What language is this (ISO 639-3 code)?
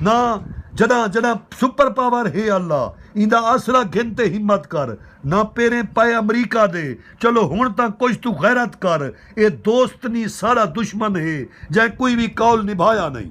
skr